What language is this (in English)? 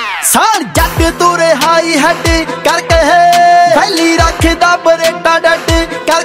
Punjabi